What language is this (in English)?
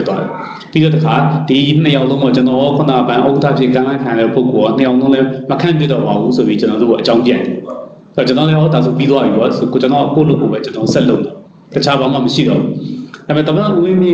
Burmese